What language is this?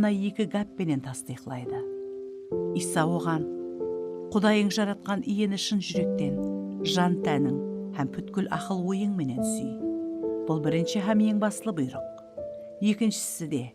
Kara-Kalpak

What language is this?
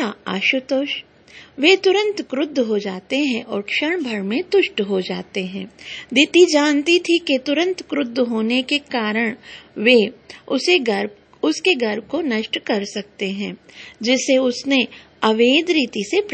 Hindi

